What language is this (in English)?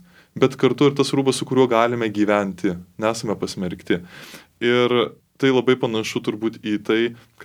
Lithuanian